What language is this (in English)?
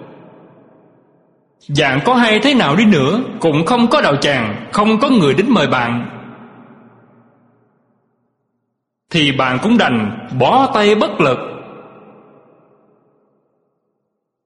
Vietnamese